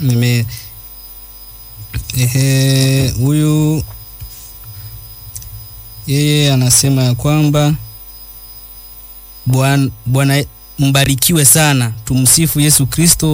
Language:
Swahili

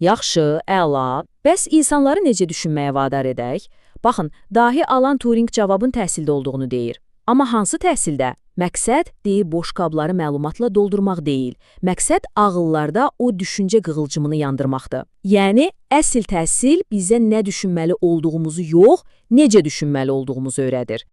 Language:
Azerbaijani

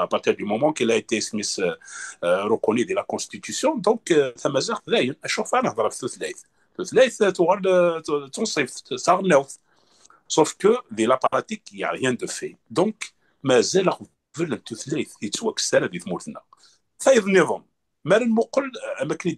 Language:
Kabyle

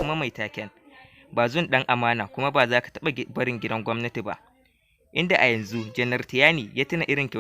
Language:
Hausa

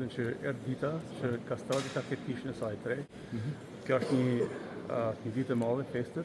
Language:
Albanian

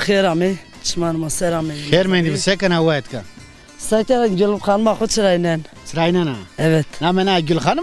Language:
Zaza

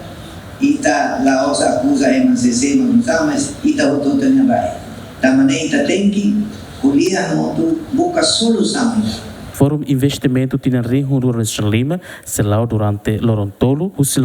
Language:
Tetum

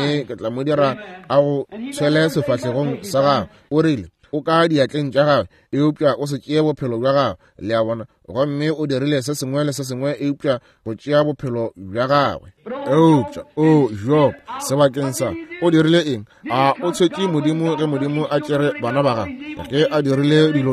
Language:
Northern Sotho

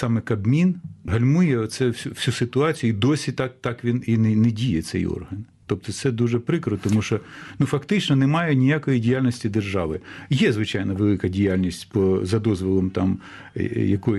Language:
Ukrainian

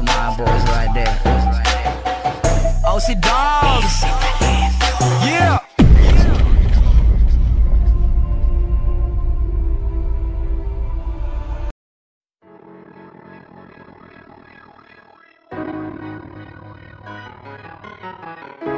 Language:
Filipino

